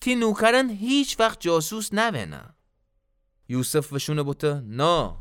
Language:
Gilaki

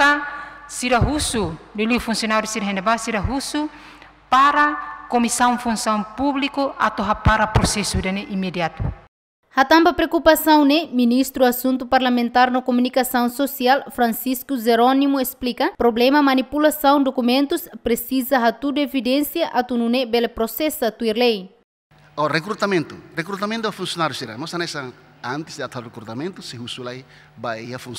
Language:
Tetum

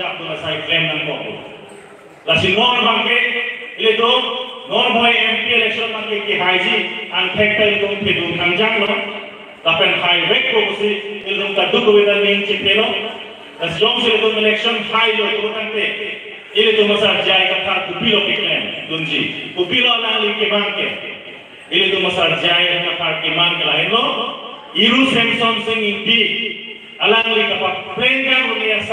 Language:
Karbi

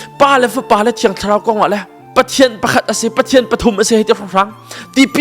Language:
Hakha Chin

